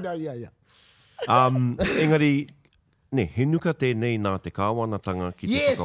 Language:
Māori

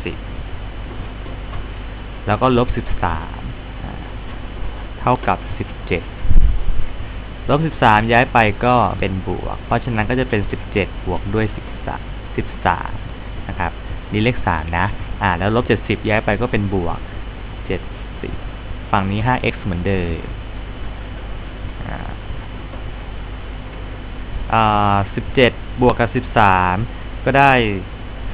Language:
Thai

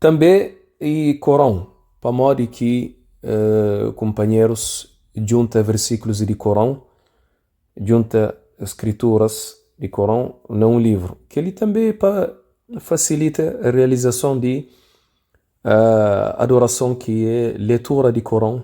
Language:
Kabuverdianu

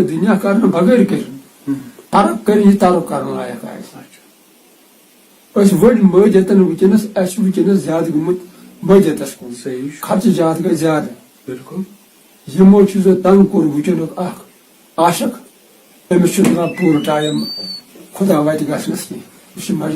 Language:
Kashmiri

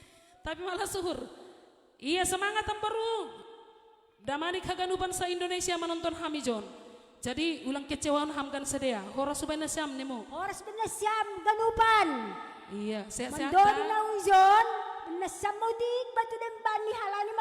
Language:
Batak Simalungun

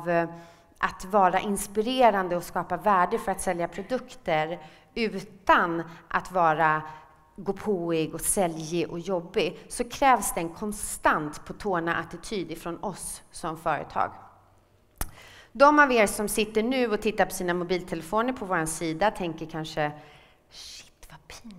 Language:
Swedish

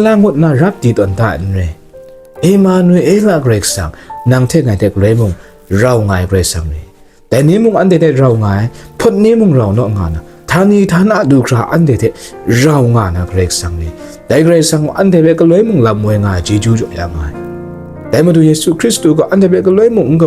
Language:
Kachin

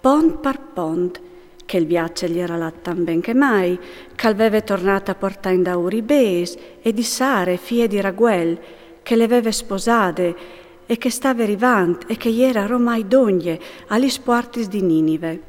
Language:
Friulian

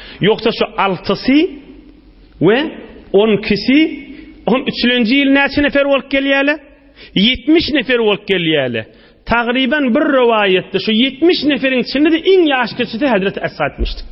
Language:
Turkmen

